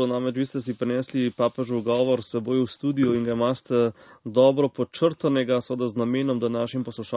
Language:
Slovenian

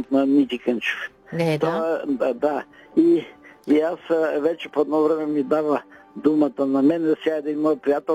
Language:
Bulgarian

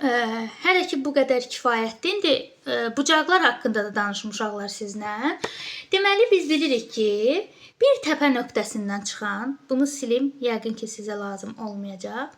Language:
Azerbaijani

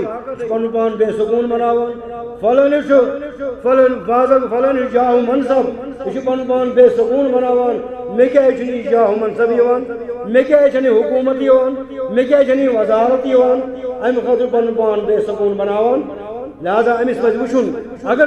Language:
Kashmiri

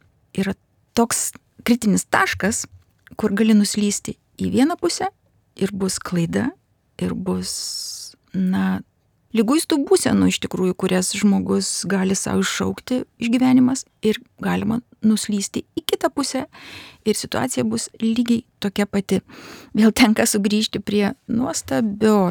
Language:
Lithuanian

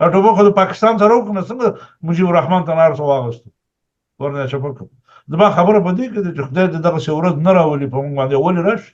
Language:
Pashto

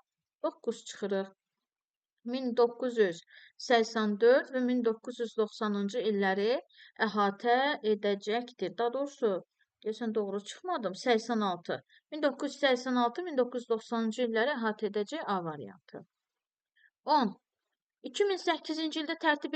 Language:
Azerbaijani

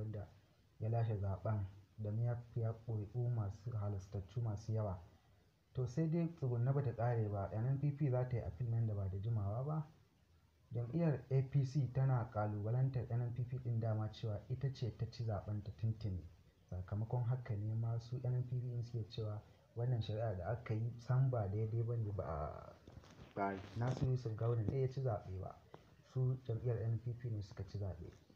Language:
Hausa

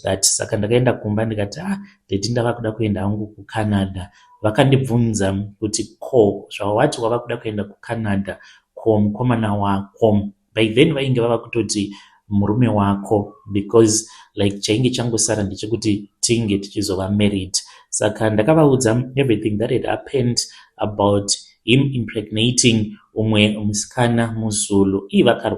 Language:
Shona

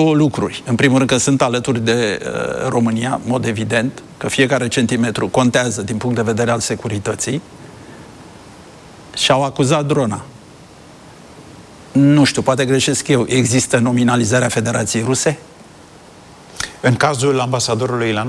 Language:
Romanian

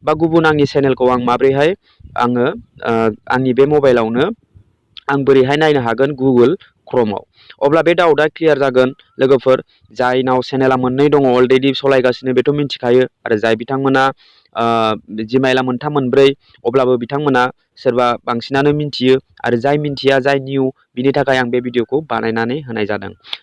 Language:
Bodo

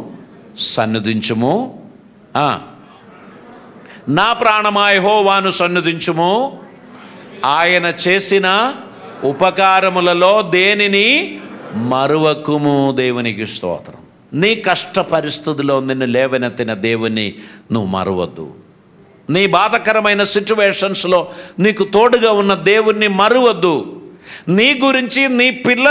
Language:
Telugu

